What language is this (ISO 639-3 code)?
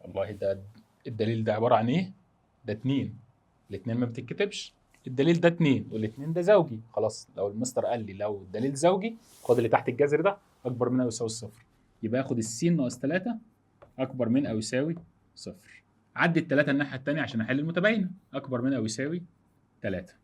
arz